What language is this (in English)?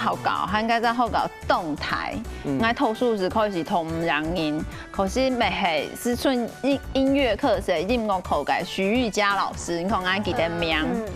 Hakka Chinese